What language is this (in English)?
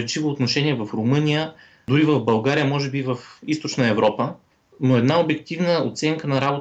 Bulgarian